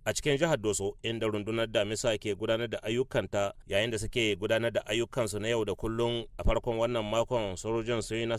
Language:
Hausa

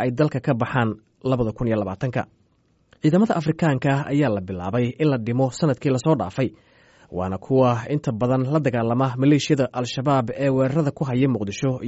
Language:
Somali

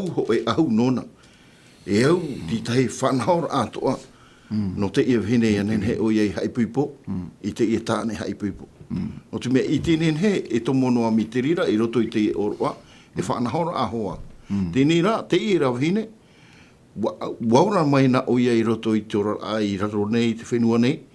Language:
Tahitian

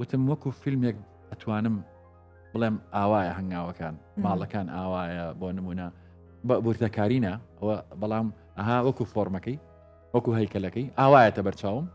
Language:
Central Kurdish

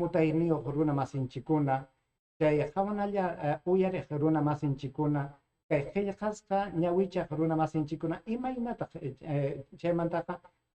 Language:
Ayacucho Quechua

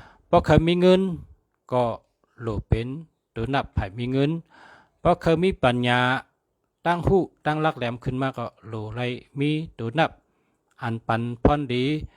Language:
Shan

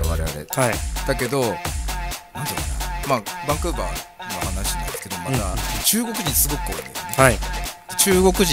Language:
Japanese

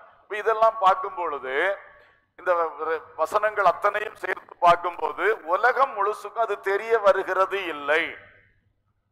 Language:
Tamil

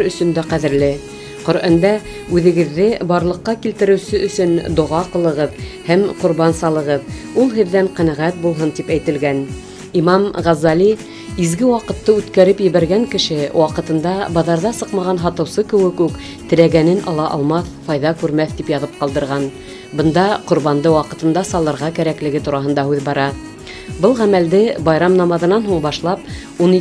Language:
Bashkir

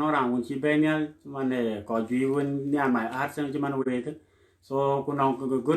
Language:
Dinka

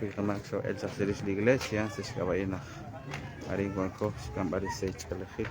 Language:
Kekchí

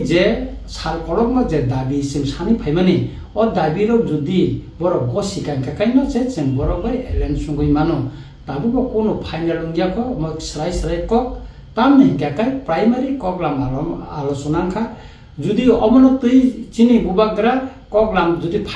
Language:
Kok Borok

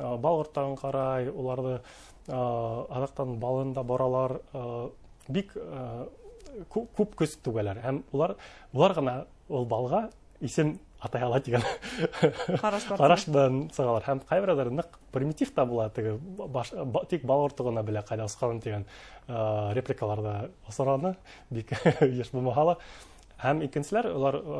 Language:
Bashkir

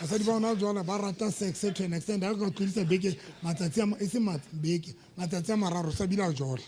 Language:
Southern Sotho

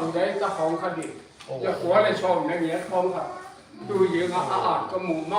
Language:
Tedim Chin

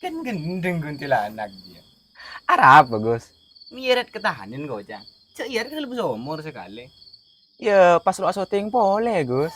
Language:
Madurese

